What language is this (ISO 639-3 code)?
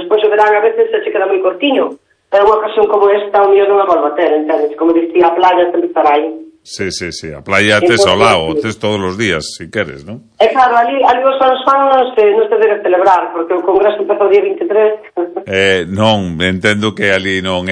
glg